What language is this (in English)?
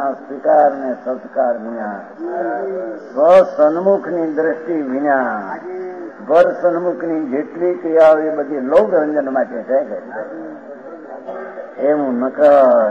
Gujarati